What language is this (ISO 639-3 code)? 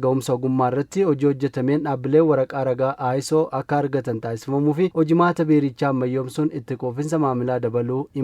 orm